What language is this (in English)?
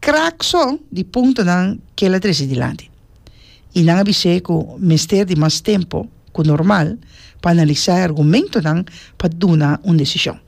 Papiamento